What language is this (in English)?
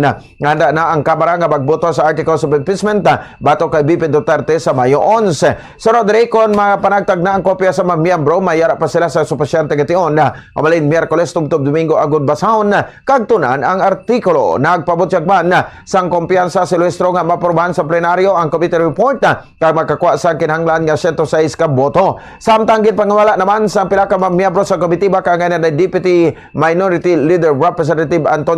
Hiligaynon